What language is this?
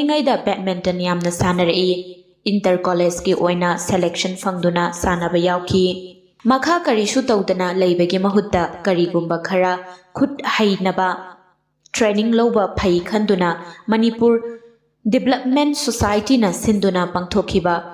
Manipuri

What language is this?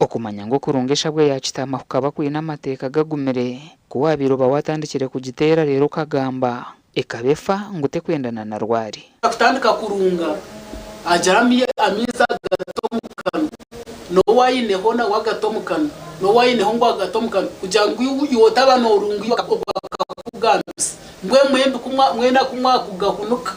Nyankole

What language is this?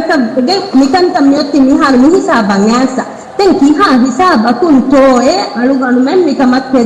Divehi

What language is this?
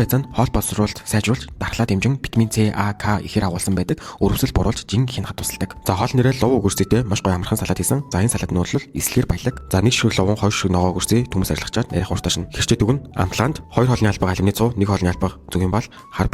Mongolian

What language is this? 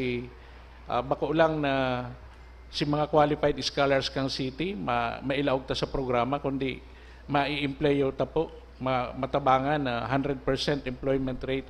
Bikol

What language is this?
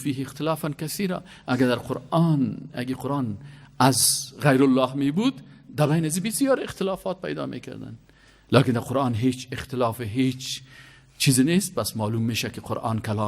Persian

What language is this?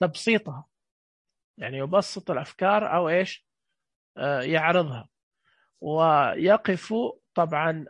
Najdi Arabic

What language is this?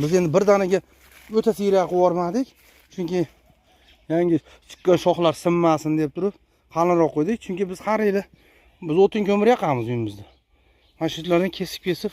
Uzbek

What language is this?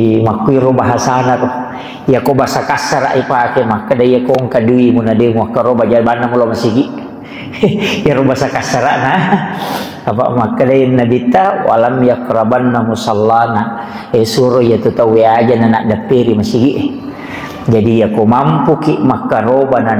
Buginese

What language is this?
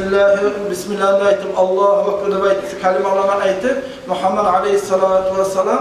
Kumyk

